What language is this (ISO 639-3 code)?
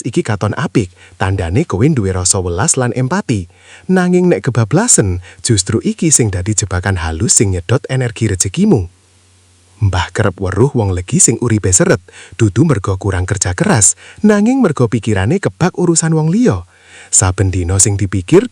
jav